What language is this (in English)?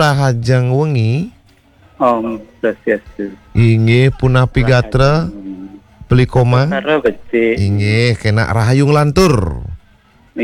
Balinese